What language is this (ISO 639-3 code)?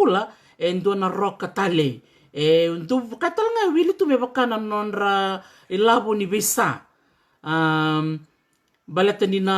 fij